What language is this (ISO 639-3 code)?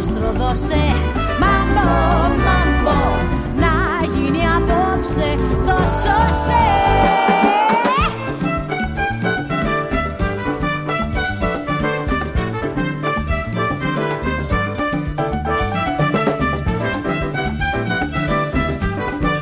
ell